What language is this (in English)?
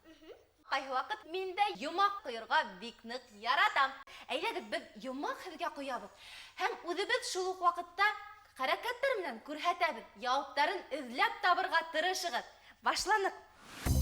Bashkir